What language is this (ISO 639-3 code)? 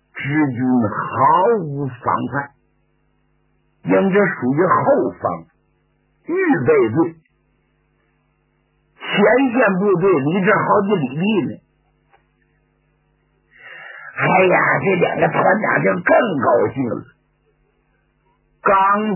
zho